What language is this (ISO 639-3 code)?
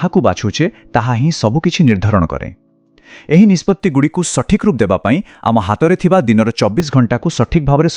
ori